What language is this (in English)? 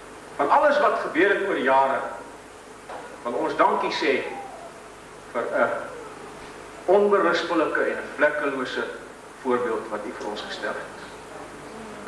Afrikaans